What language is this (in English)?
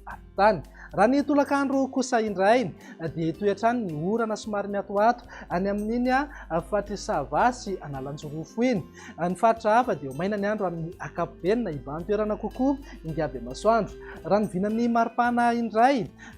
Malagasy